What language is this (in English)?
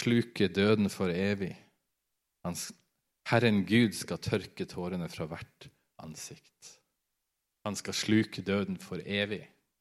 Norwegian